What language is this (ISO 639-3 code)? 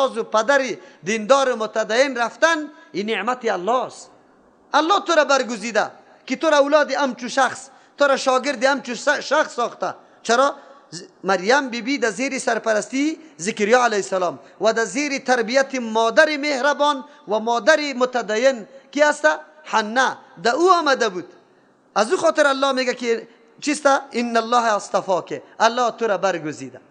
fas